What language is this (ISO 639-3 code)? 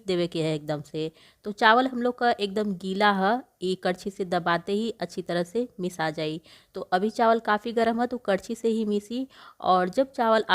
bho